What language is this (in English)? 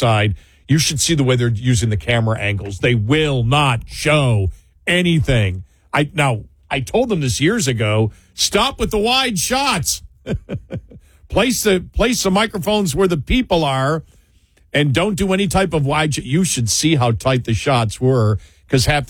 English